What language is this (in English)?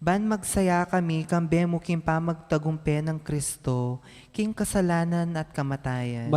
Pampanga